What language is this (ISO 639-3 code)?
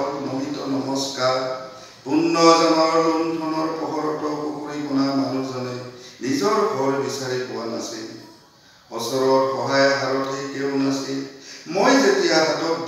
asm